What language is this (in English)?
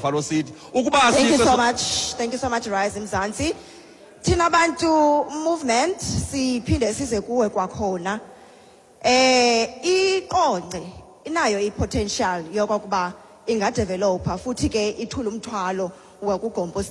Xhosa